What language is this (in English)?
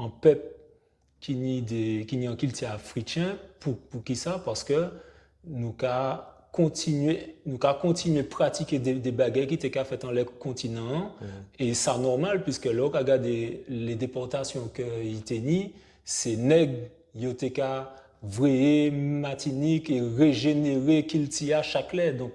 Guadeloupean Creole French